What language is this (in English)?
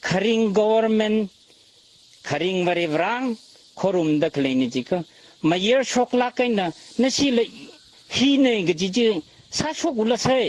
Tangkhul Naga (India)